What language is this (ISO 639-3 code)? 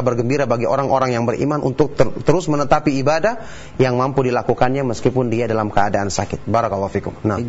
ind